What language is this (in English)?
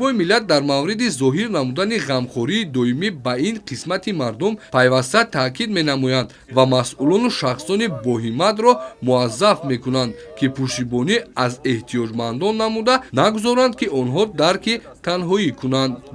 Tajik